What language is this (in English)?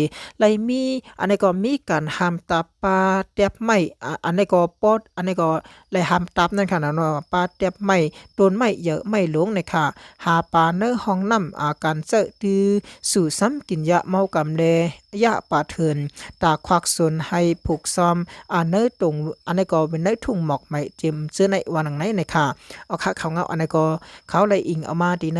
Shan